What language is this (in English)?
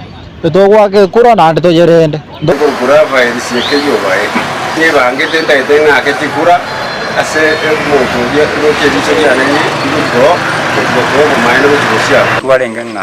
Gusii